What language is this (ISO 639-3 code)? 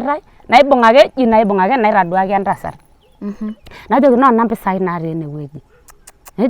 mas